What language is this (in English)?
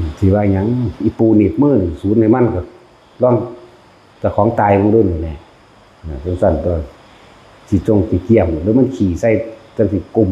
Northeastern Thai